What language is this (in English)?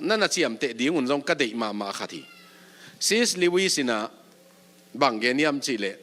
Tedim Chin